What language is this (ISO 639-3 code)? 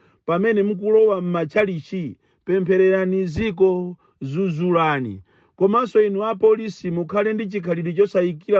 nya